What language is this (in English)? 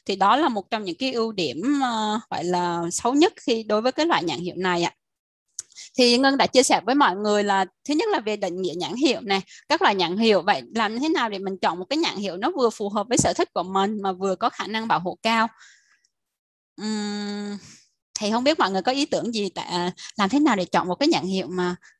Vietnamese